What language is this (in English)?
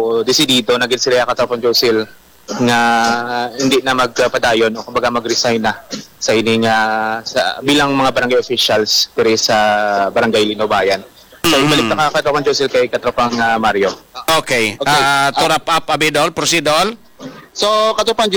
Hiligaynon